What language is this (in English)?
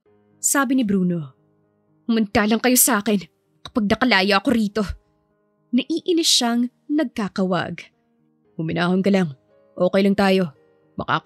Filipino